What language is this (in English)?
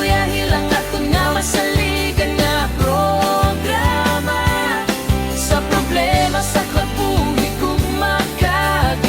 Hiligaynon